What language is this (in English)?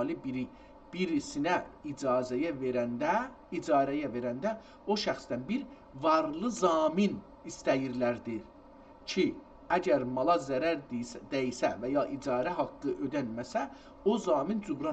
South Azerbaijani